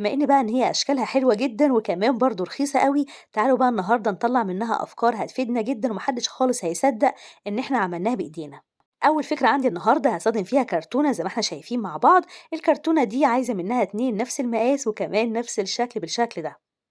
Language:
Egyptian Arabic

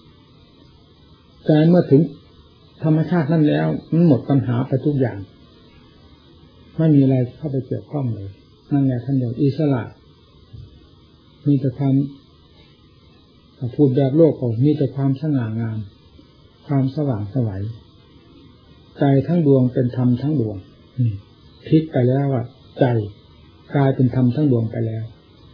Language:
Thai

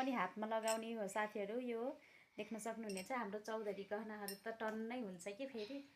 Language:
Nepali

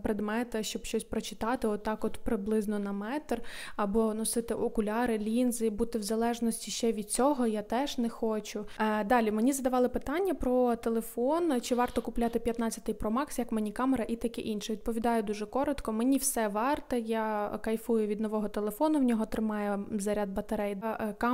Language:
Ukrainian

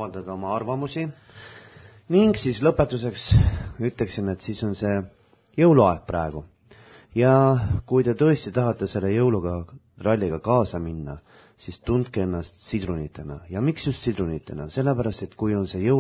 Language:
Estonian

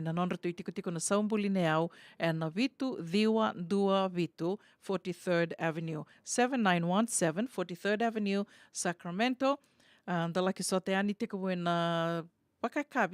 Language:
Fijian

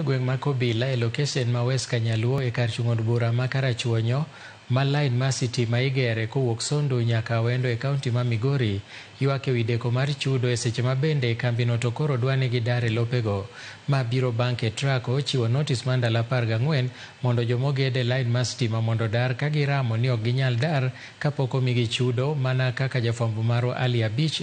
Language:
Luo (Kenya and Tanzania)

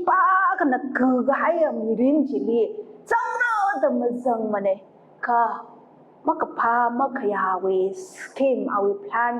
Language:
Tangkhul Naga (India)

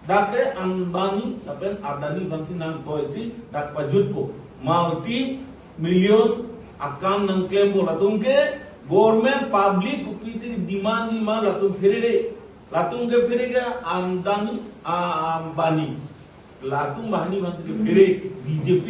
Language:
Karbi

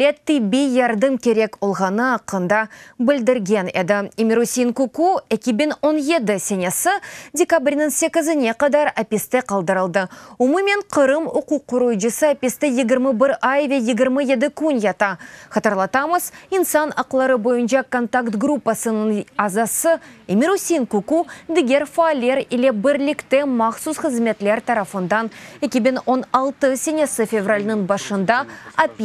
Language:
Crimean Tatar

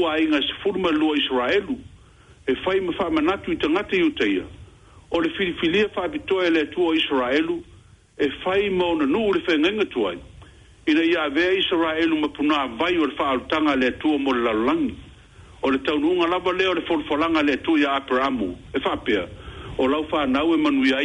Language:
Samoan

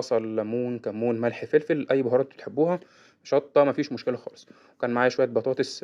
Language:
Egyptian Arabic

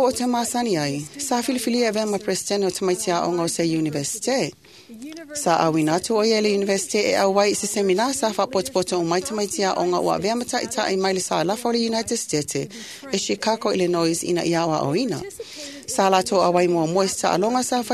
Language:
Samoan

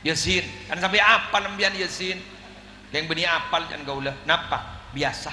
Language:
Madurese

